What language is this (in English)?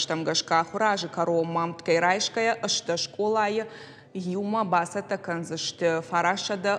Ossetic